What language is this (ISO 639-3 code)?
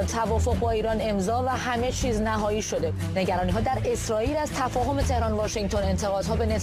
fas